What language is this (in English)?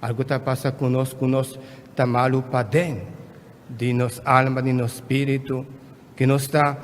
Papiamento